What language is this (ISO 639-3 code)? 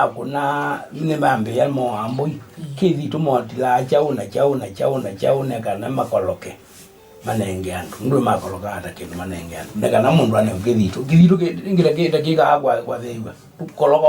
kam